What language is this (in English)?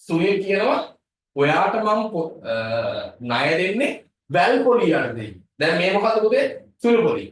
Sinhala